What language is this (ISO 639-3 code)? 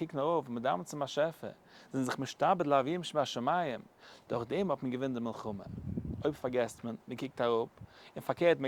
yid